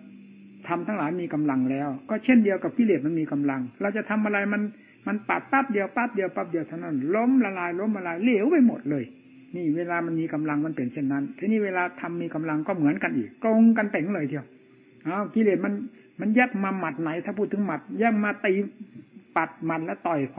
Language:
Thai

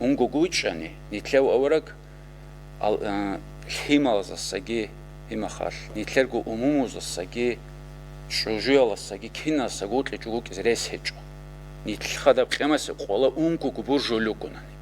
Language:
Avaric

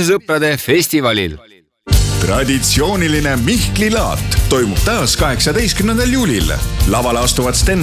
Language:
Estonian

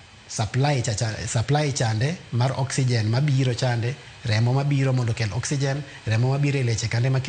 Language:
Luo (Kenya and Tanzania)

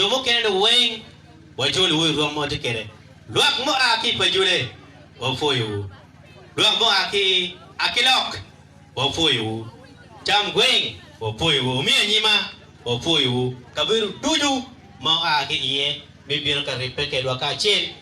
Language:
Acoli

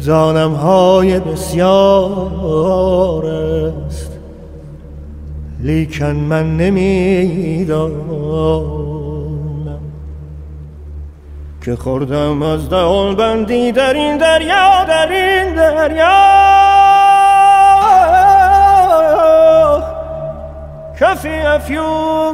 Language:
Persian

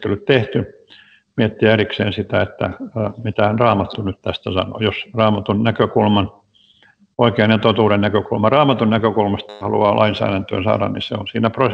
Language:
Finnish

